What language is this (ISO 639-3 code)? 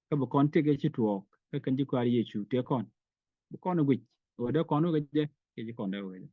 nus